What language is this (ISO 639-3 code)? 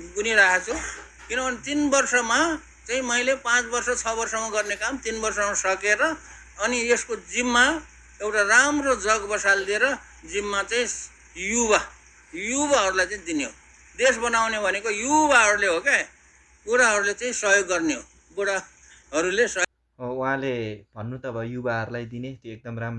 nep